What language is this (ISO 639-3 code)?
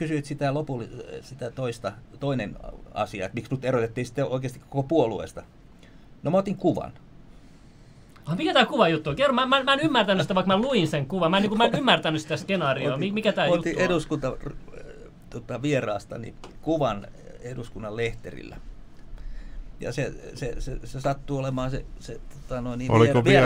fin